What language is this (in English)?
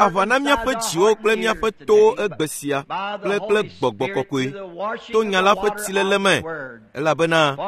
Ewe